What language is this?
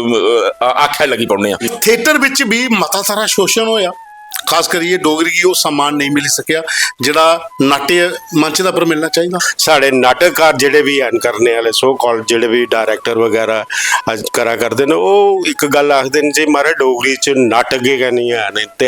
Dogri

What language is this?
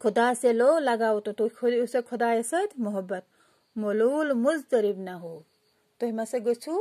Kashmiri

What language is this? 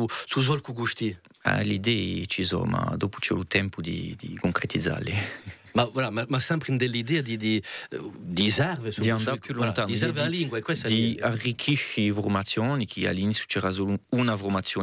Corsican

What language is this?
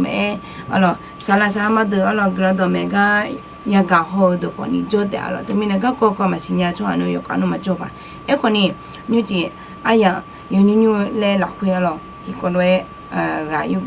Akha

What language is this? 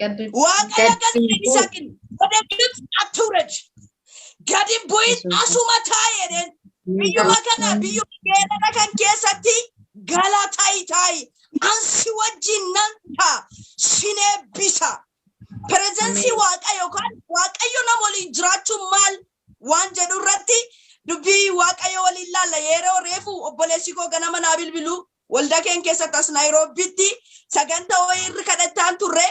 Oromo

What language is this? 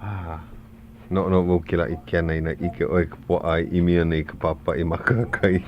Hawaiian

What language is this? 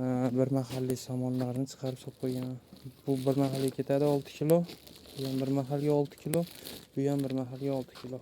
Uzbek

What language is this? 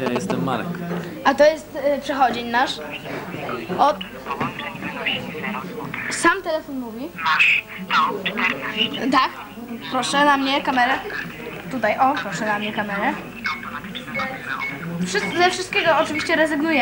Polish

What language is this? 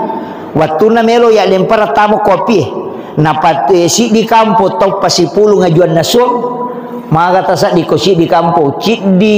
Buginese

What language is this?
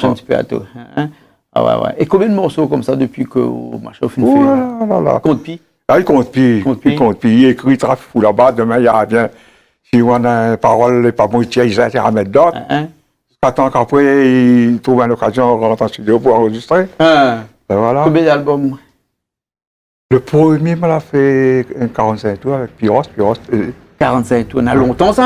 Réunion Creole French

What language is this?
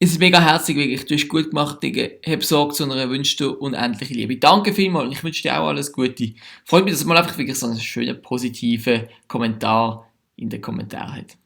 Swiss German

